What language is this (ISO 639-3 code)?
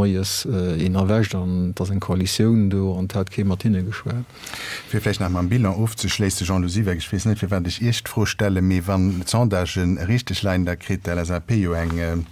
ltz